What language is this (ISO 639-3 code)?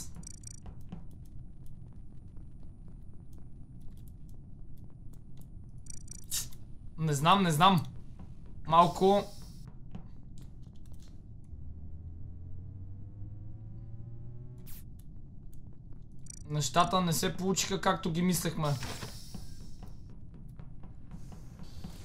bul